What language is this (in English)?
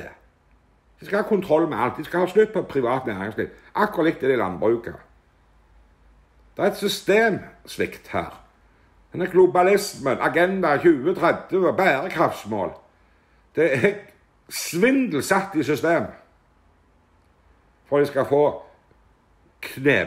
Norwegian